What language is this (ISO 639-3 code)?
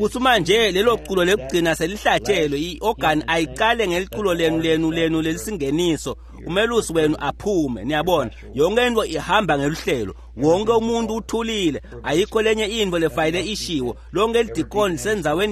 ssw